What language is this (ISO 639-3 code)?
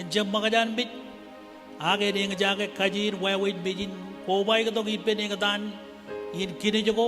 mah